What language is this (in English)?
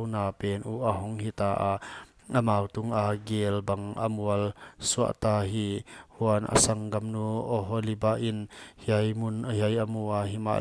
Paite Chin